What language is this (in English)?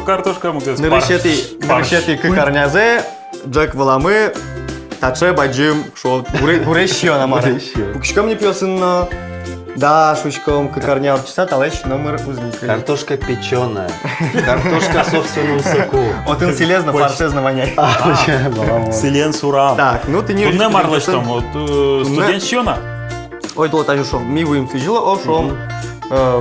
Udmurt